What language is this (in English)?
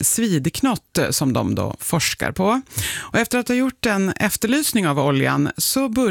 Swedish